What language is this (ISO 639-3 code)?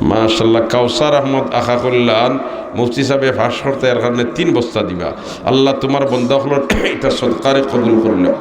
syl